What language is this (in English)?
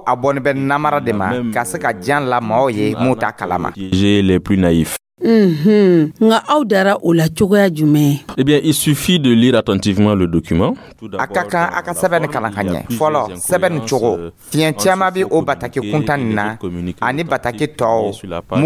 Dyula